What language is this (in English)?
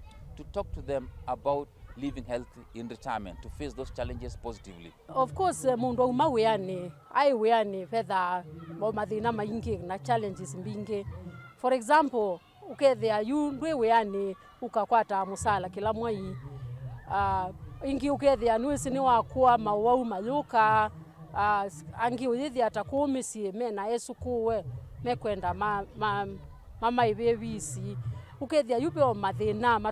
Kamba